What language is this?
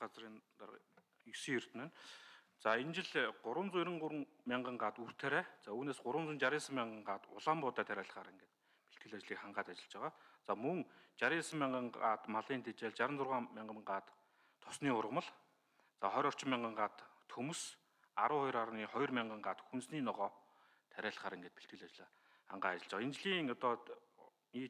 Mongolian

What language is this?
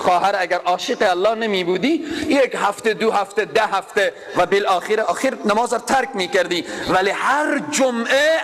Persian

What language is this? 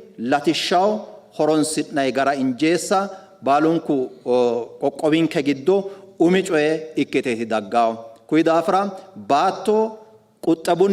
Sidamo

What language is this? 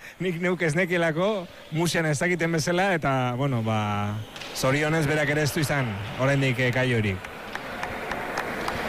Basque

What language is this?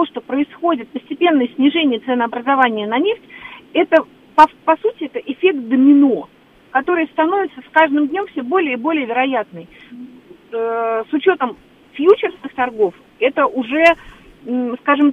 Russian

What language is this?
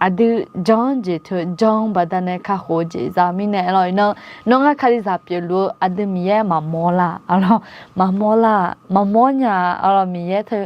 Akha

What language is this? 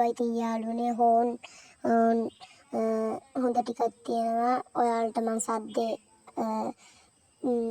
Sinhala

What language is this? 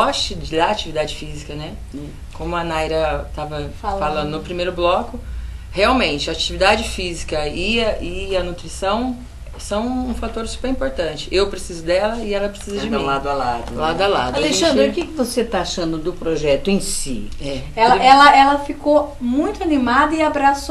Portuguese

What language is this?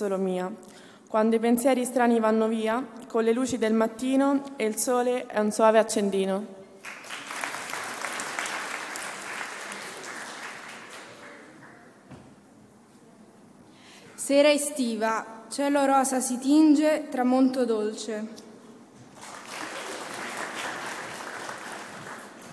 Italian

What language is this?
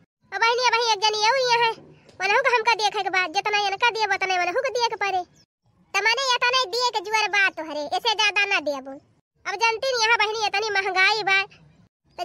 Bhojpuri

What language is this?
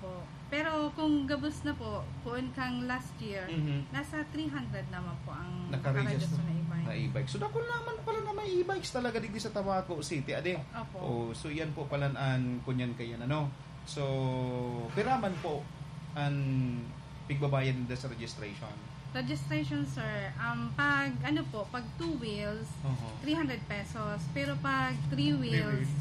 Bikol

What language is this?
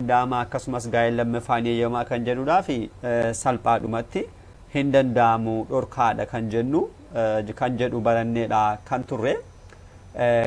Oromo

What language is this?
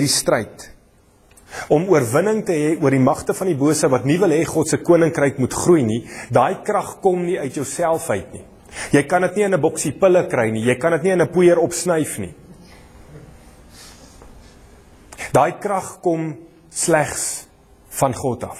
Afrikaans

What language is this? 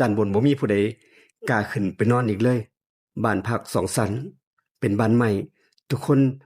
Northeastern Thai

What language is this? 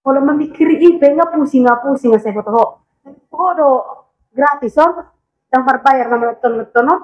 Batak Toba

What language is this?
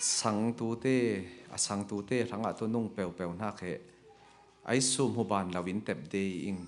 Falam Chin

